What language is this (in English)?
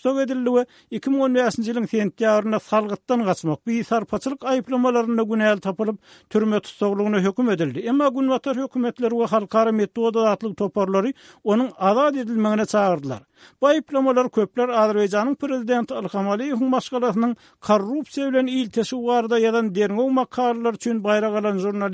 Turkmen